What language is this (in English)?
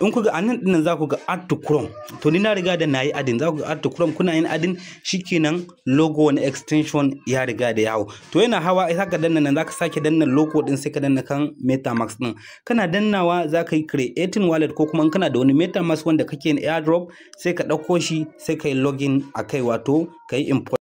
Hausa